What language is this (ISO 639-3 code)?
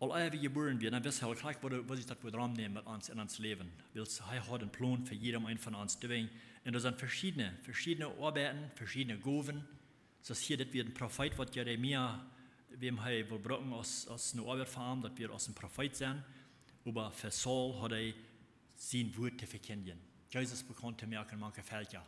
pdt